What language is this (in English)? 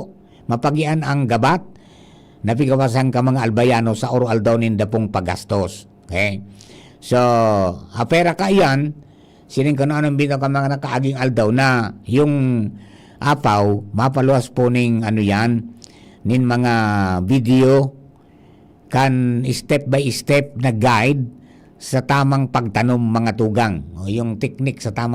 Bikol